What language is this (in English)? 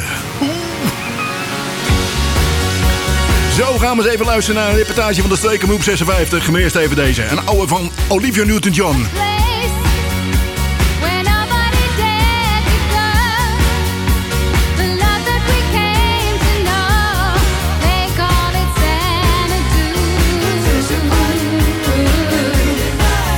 Dutch